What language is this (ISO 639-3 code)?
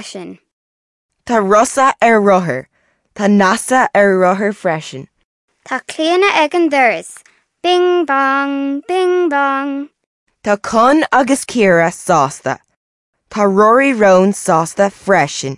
gle